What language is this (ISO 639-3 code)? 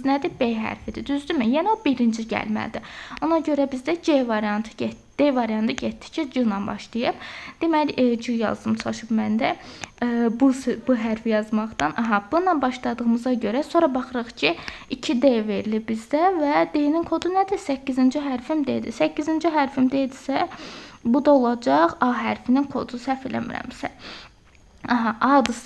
aze